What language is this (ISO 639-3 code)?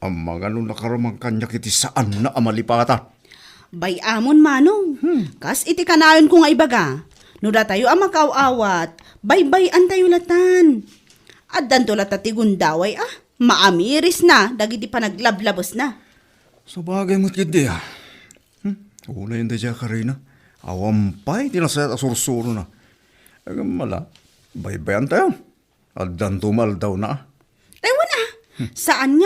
ilo